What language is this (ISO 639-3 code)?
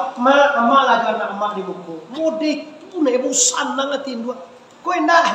min